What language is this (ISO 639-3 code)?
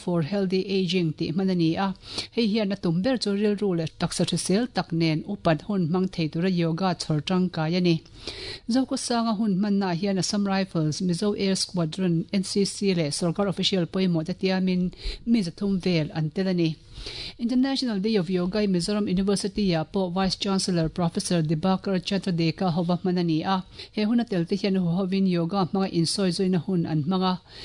lus